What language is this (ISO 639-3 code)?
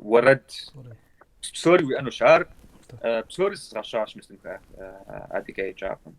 kbd